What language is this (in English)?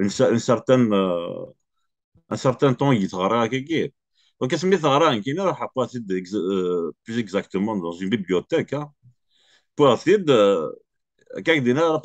Kabyle